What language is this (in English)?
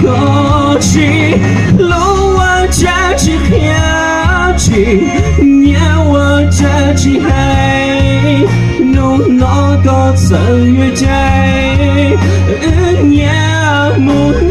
Hmong